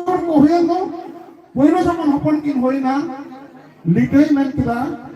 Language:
Santali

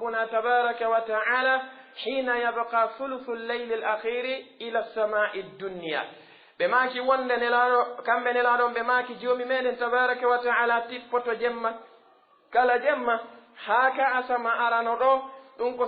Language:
Pular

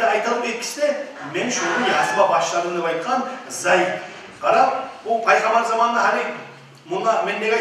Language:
Kumyk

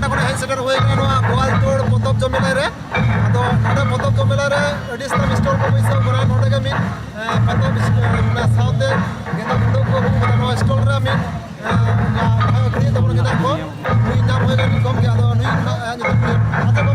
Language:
Santali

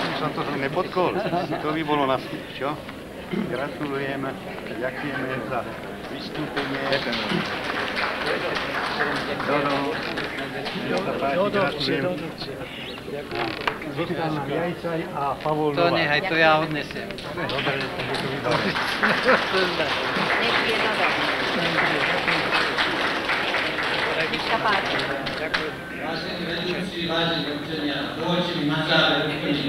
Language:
Slovak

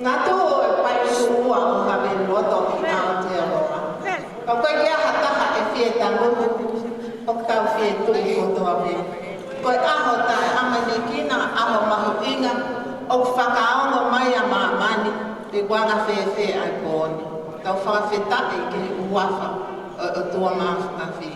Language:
Tongan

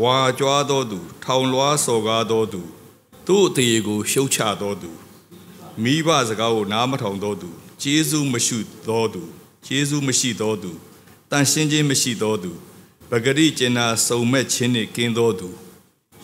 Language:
Burmese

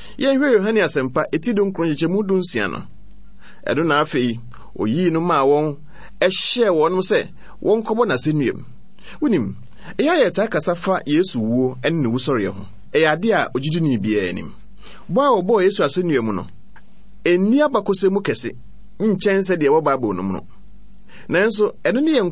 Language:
Akan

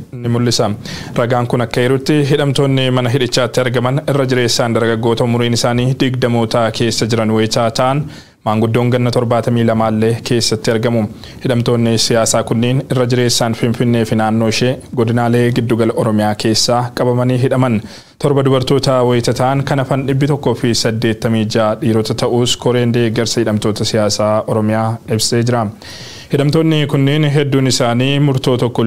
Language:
Oromo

